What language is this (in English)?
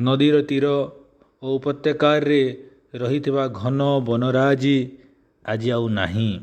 Odia